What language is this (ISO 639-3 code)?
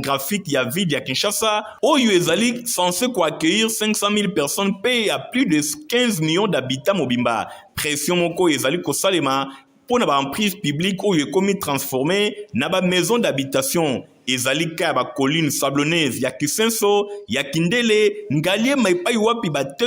lin